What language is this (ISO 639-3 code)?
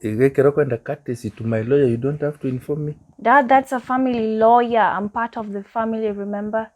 guz